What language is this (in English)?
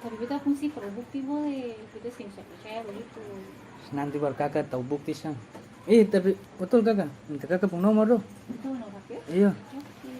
Ambonese Malay